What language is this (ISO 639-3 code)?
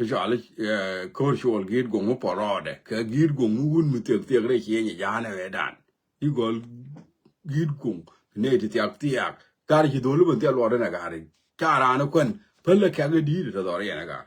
nus